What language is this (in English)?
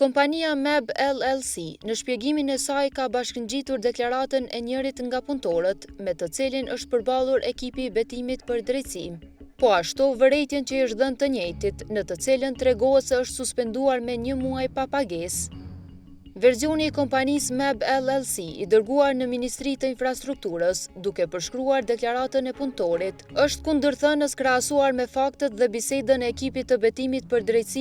Albanian